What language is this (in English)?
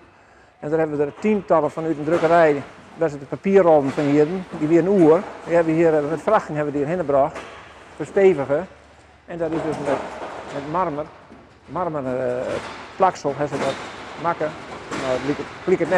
Western Frisian